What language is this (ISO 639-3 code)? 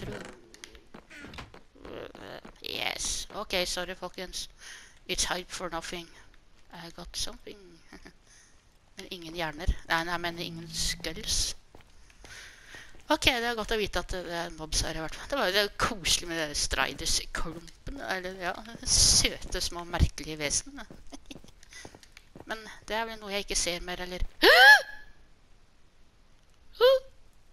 nor